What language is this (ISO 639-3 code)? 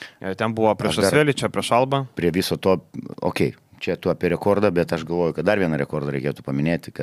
lit